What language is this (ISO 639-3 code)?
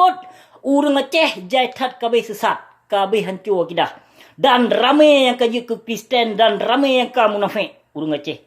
ace